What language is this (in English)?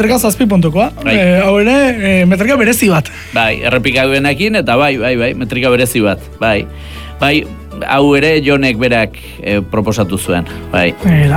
Basque